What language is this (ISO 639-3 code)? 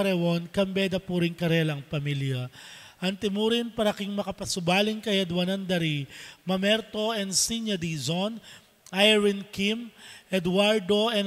pam